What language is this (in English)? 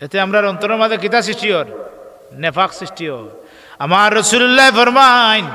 Sylheti